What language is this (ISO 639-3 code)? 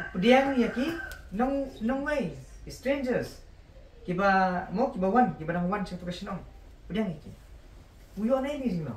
kha